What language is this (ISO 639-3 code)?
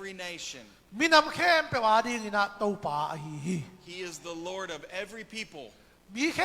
ctd